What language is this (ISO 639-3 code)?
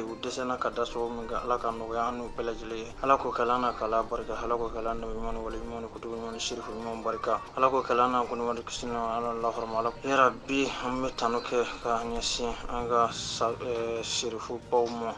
bam